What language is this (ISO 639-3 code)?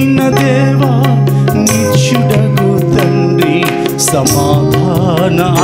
tel